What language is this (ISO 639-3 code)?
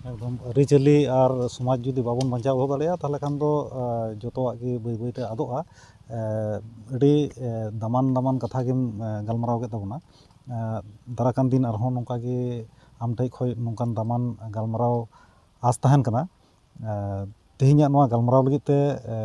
sat